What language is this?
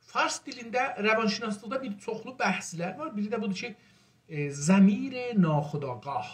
South Azerbaijani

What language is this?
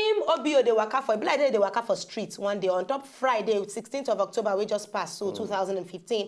Nigerian Pidgin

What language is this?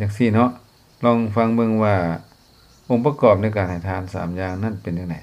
Lao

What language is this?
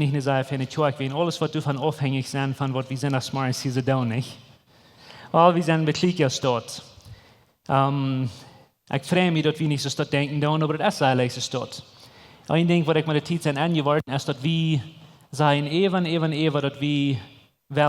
Plautdietsch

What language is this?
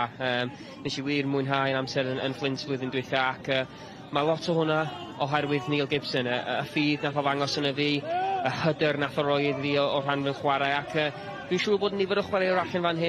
Welsh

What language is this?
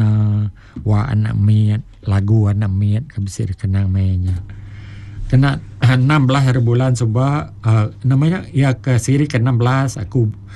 Iban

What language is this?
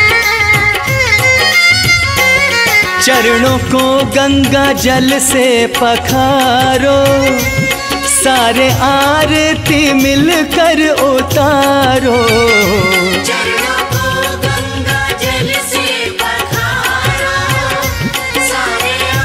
Hindi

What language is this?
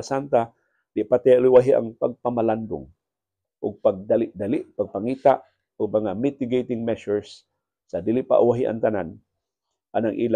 Cebuano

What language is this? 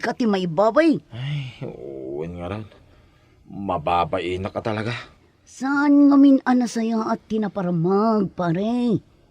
Iloko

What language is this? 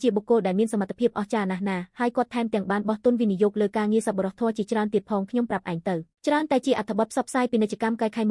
Khmer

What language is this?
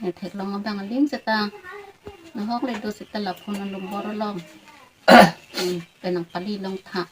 Karbi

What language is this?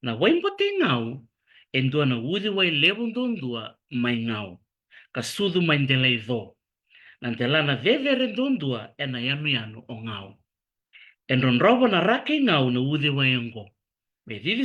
Fijian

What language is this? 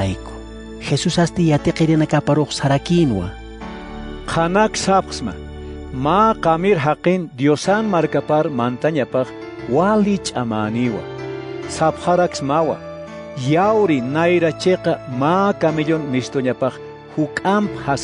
Aymara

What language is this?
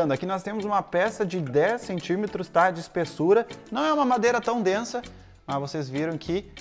Portuguese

